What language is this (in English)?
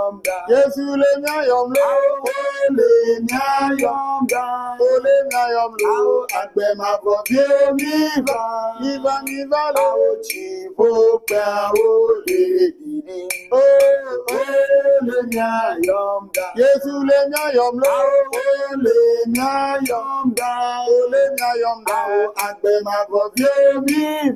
Ewe